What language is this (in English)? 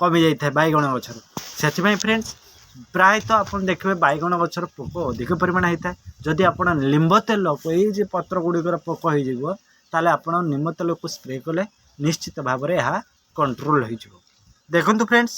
Odia